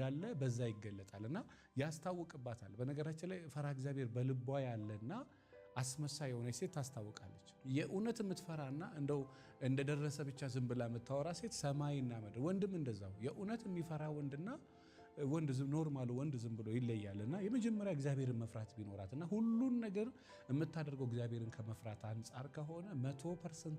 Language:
Amharic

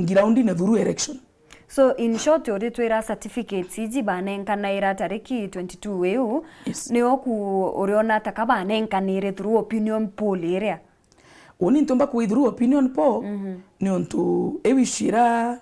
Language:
Meru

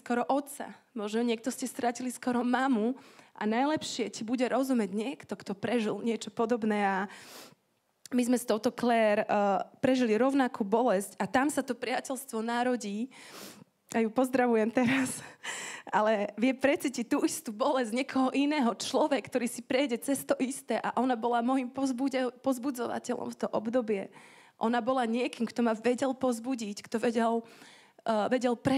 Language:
Slovak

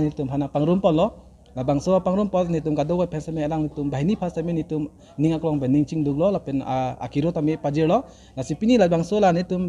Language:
Karbi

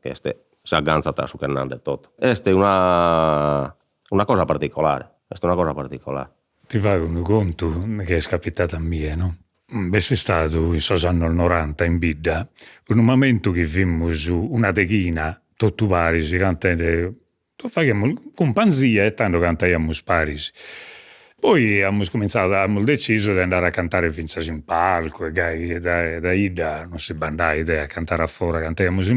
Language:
Sardinian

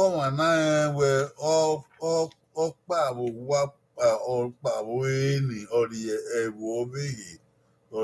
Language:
Bini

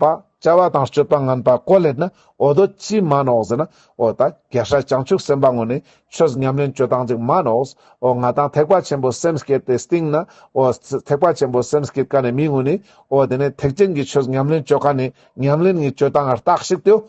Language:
Ladakhi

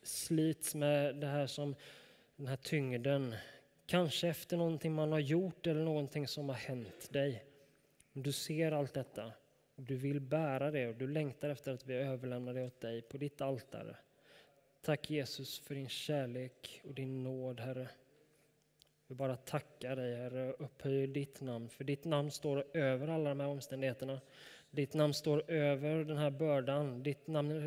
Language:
Swedish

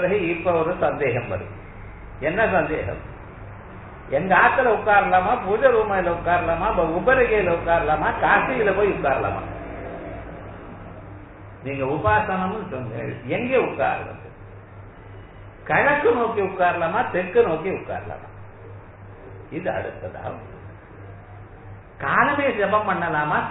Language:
Tamil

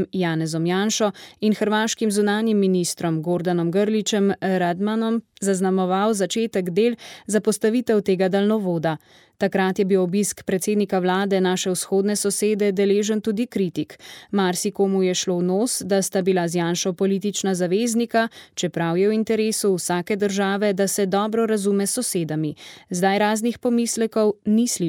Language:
Slovenian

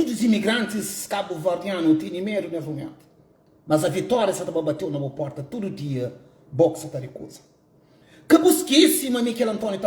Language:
Kabuverdianu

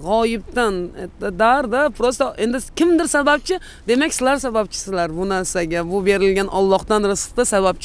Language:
Uzbek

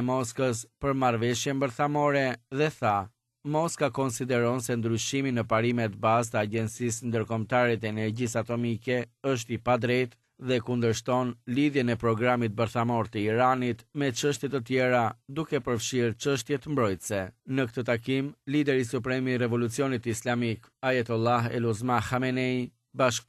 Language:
Albanian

